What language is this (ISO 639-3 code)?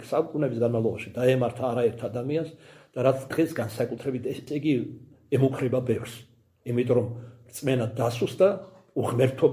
kat